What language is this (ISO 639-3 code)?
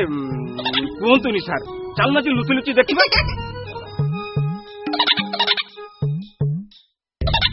ori